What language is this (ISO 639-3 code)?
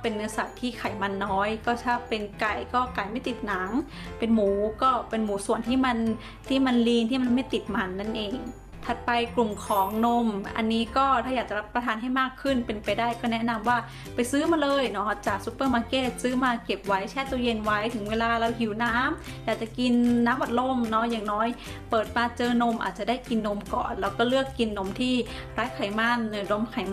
tha